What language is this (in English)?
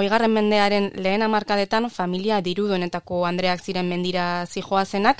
Basque